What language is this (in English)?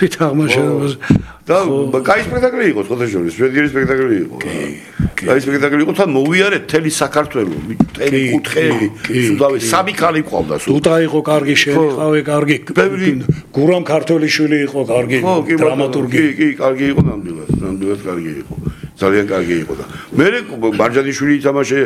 Georgian